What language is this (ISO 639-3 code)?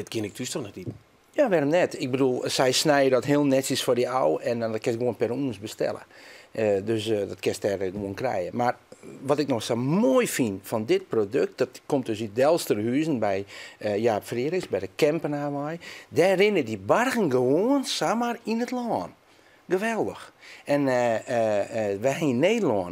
fry